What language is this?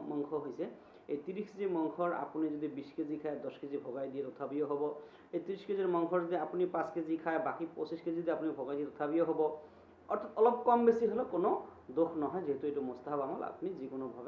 Assamese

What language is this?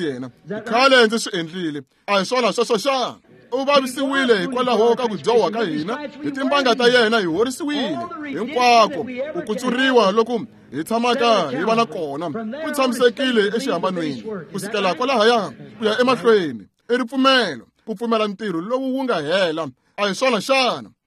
Tsonga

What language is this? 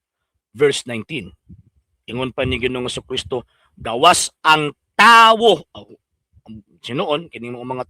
Cebuano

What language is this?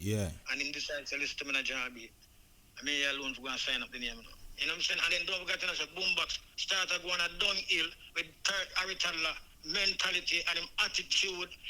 Jamaican Creole English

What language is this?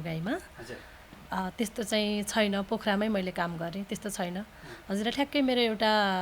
Nepali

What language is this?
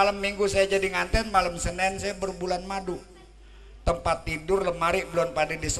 Betawi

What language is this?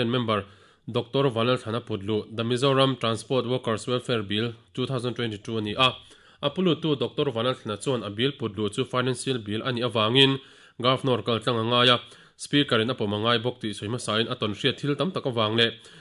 Mizo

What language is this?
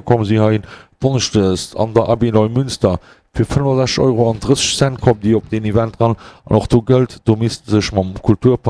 Luxembourgish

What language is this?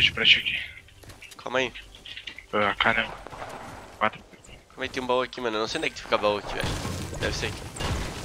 Portuguese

